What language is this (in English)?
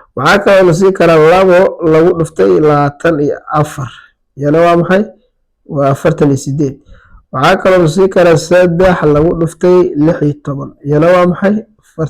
Somali